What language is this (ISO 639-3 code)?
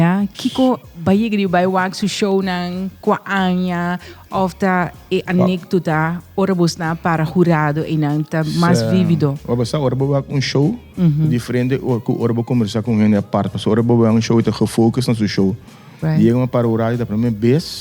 pap